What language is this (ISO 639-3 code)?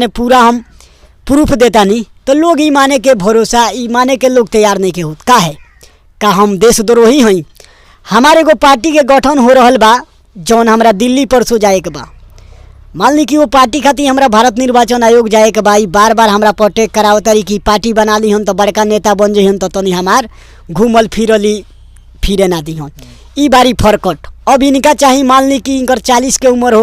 bho